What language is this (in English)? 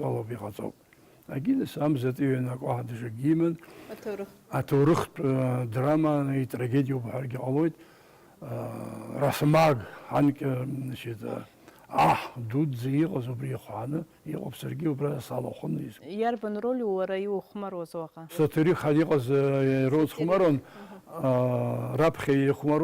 Abkhazian